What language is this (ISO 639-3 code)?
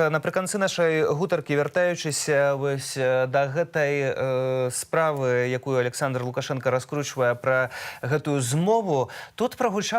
bel